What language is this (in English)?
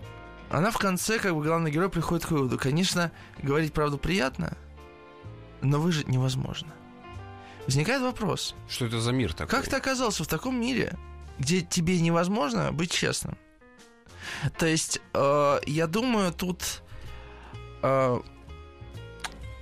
Russian